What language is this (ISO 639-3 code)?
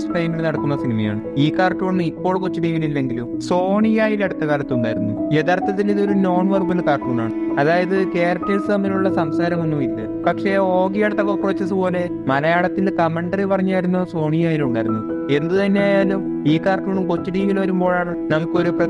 mal